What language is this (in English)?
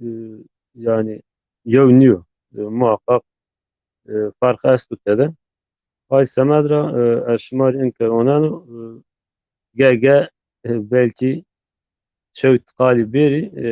Zaza